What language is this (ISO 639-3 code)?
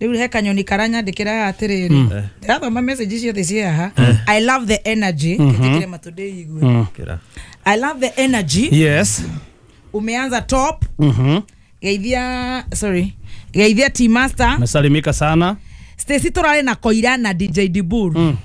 kik